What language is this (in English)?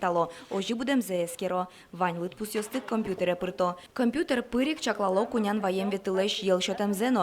Udmurt